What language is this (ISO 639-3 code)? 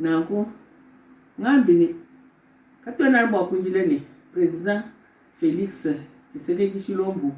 lua